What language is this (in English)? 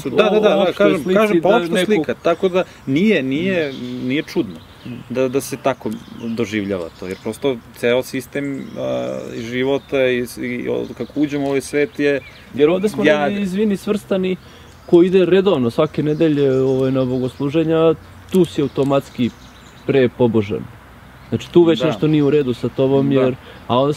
Serbian